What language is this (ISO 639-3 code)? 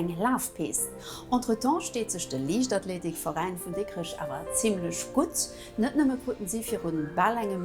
ltz